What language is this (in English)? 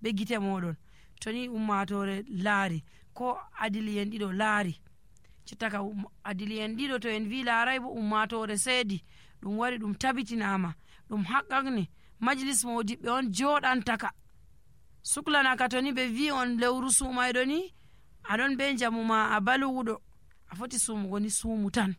Nigerian Fulfulde